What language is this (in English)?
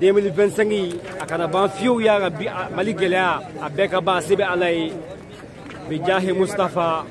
Bambara